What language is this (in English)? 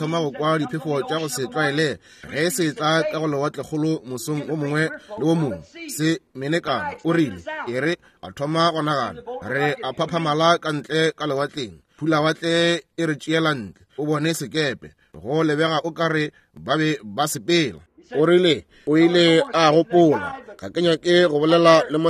Northern Sotho